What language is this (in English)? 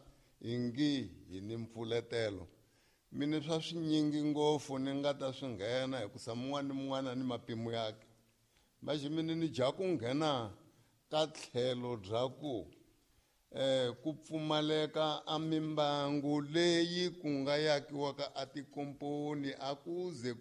Tsonga